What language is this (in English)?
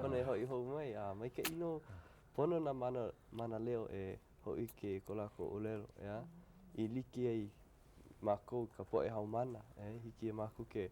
Hawaiian